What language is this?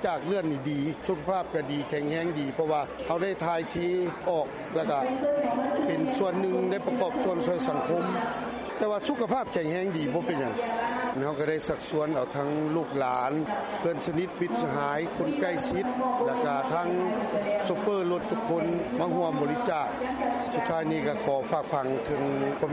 Lao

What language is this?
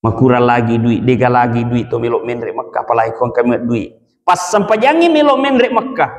Buginese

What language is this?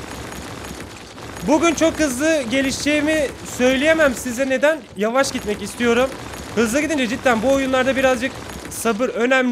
Turkish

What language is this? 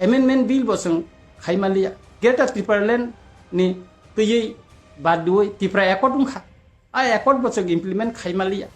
Kok Borok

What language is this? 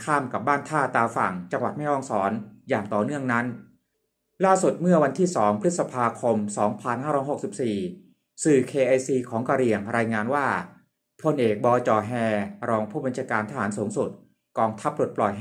Thai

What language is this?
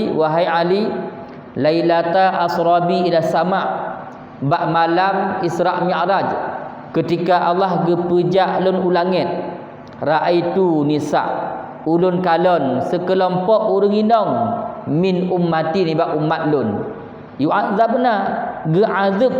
Achinese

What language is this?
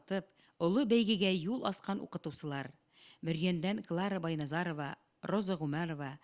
Bashkir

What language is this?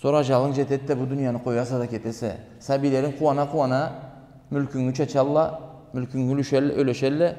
Karachay-Balkar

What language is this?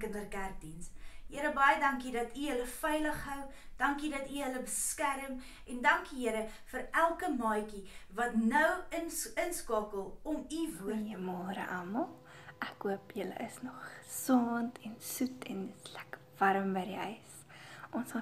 Afrikaans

